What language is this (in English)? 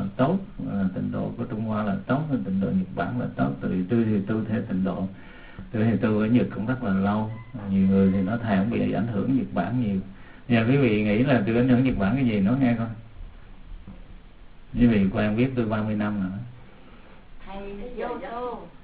Vietnamese